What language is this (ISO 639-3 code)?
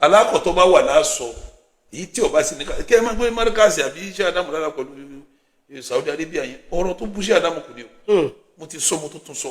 yor